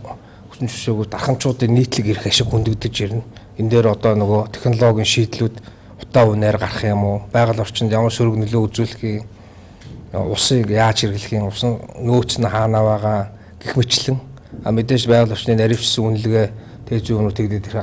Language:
Mongolian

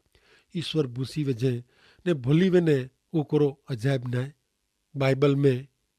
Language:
Kachhi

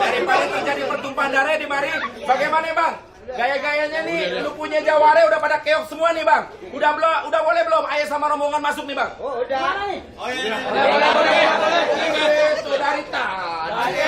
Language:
Betawi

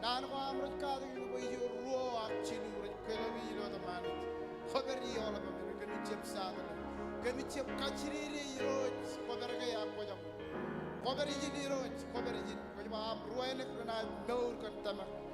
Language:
Marshallese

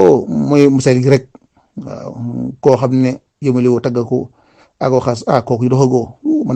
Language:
Wolof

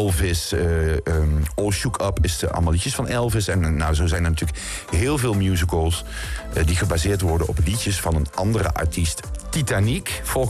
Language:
Dutch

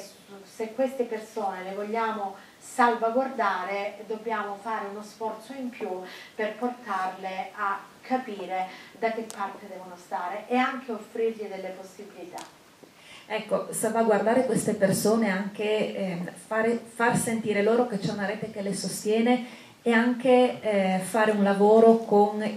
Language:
Italian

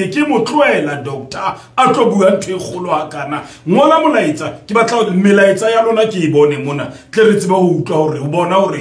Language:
Southern Sotho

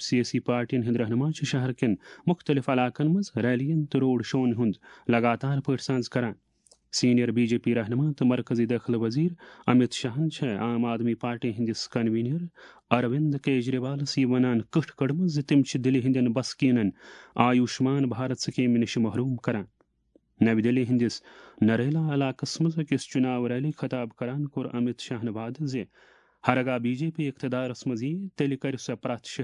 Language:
Kashmiri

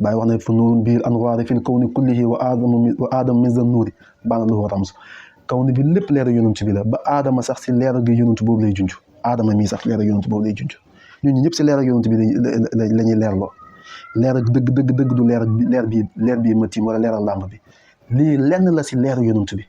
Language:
Wolof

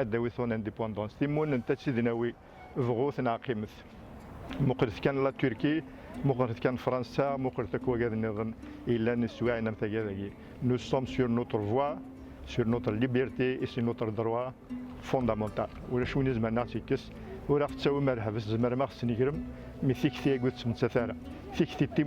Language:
Kabyle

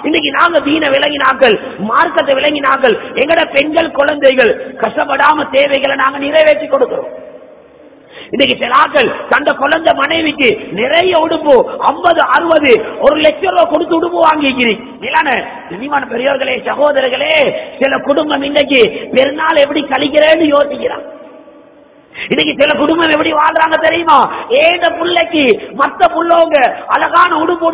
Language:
Tamil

